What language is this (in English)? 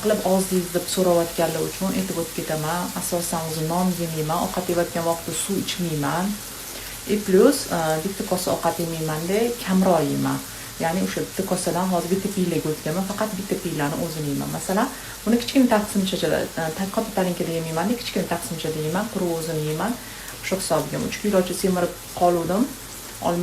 Uzbek